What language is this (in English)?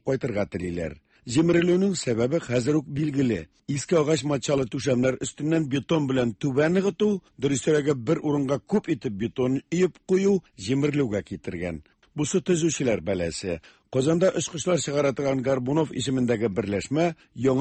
Tatar